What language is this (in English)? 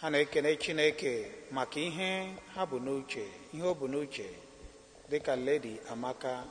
Igbo